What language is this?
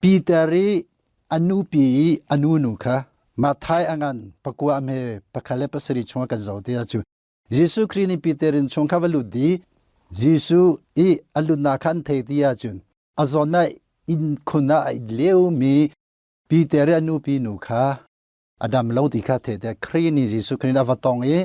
Hakha Chin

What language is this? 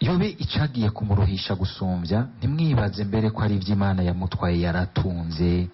Rundi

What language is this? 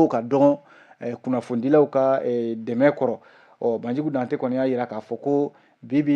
Bambara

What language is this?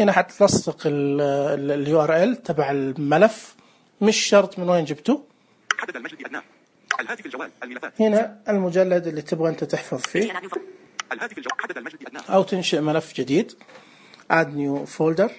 Najdi Arabic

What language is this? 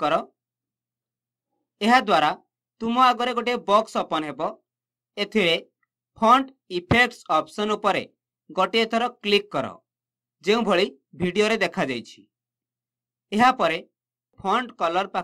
Odia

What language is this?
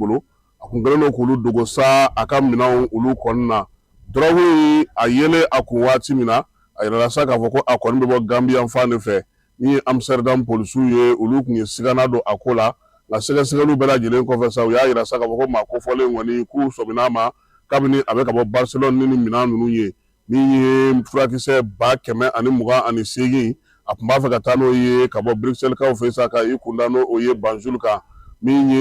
Bambara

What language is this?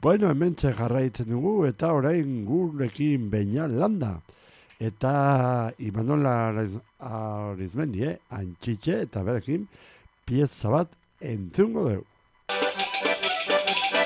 Basque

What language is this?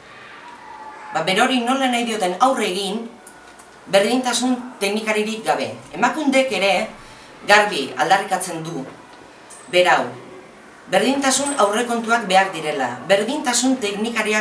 Basque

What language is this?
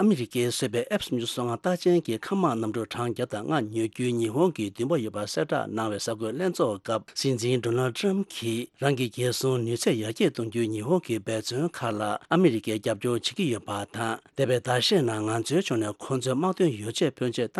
Tibetan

